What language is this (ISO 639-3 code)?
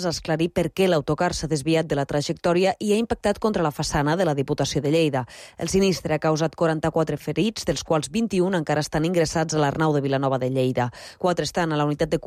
cat